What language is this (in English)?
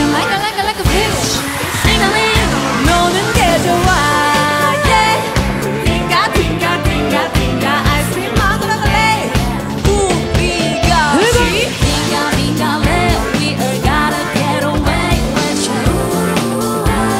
Korean